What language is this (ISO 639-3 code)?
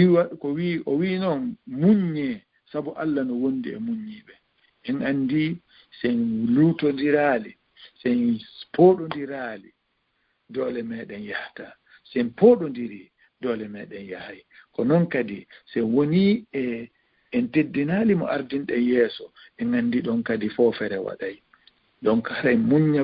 ful